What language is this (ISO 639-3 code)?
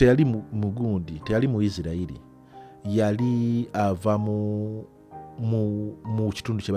lug